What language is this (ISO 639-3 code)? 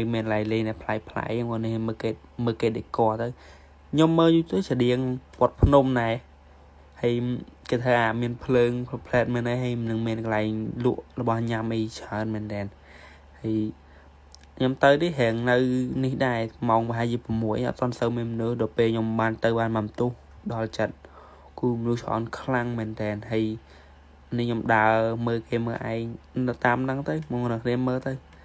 khm